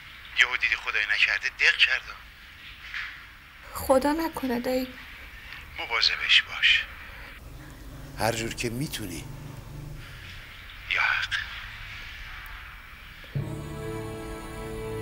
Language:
Persian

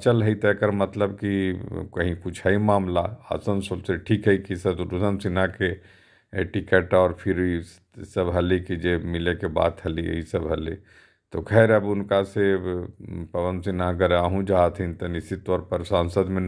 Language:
Magahi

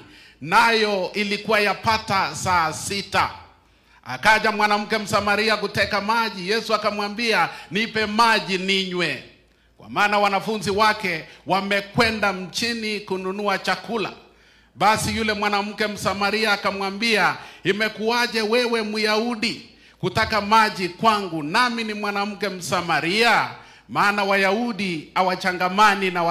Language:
Swahili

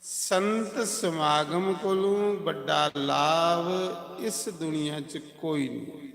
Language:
Dogri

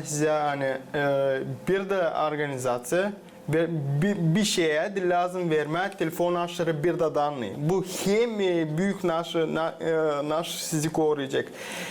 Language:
Gagauz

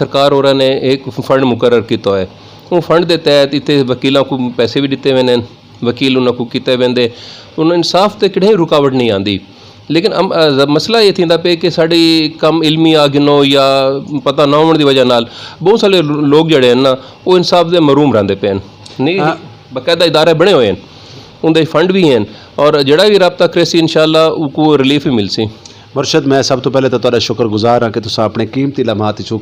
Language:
Saraiki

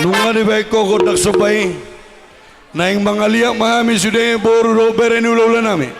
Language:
Batak Toba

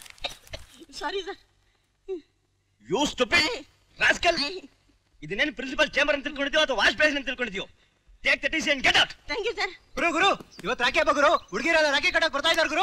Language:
Kannada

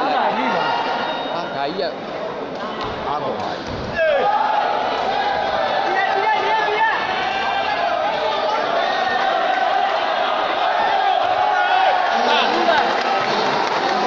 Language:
Burmese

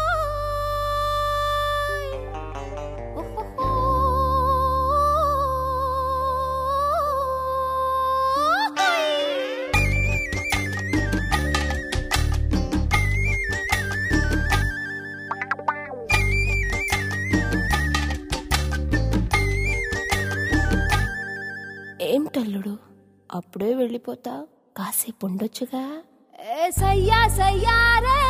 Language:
Telugu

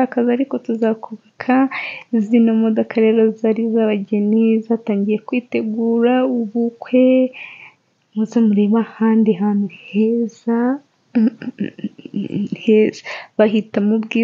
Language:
Kinyarwanda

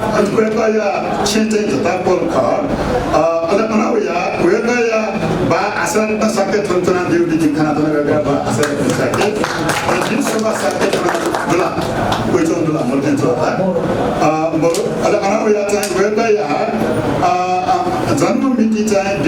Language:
Newari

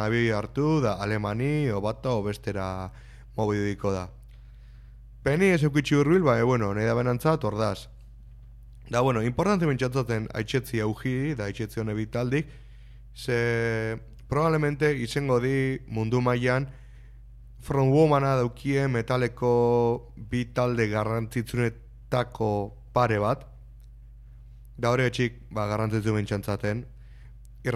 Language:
Basque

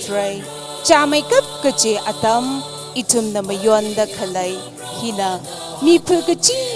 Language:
Tangkhul Naga (India)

